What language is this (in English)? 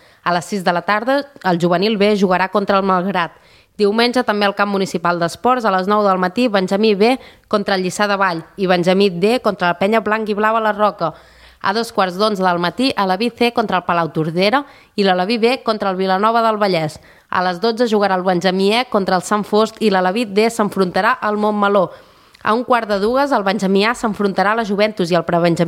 Catalan